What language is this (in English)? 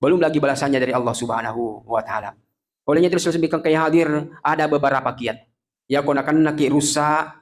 Buginese